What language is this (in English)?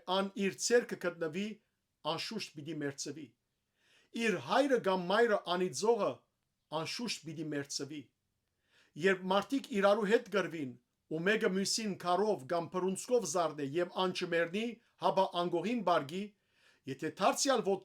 Western Armenian